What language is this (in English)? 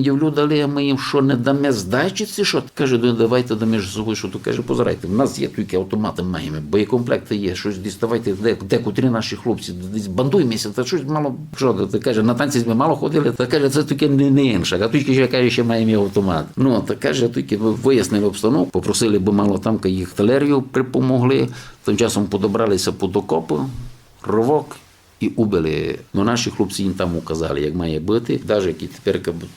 Rusyn